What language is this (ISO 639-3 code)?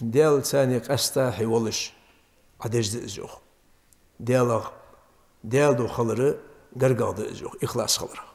inh